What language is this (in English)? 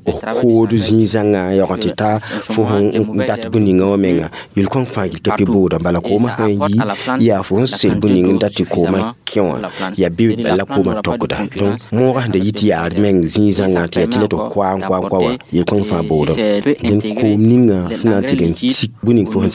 Mossi